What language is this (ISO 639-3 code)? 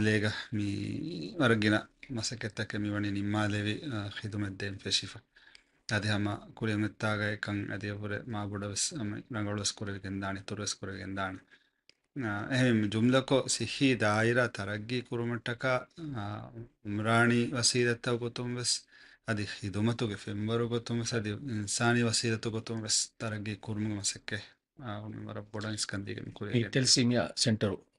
div